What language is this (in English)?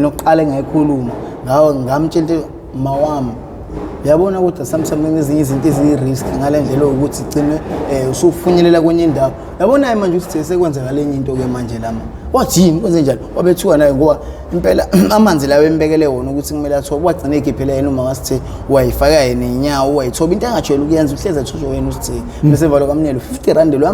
Zulu